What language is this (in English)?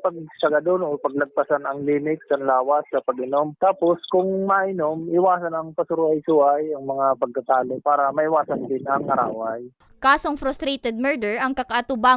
Bikol